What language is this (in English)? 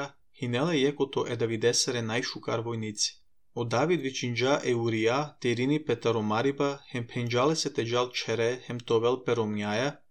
Serbian